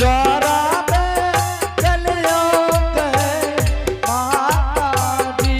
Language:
Angika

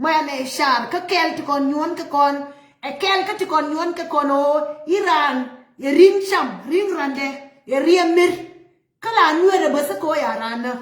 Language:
Nuer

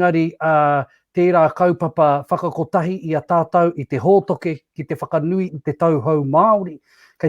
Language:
Māori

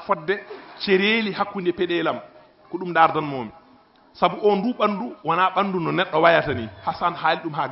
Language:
Fula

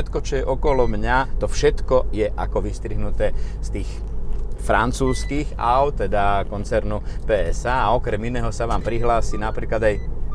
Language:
Slovak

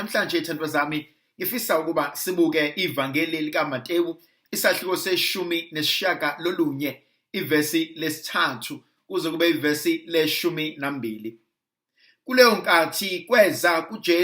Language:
Zulu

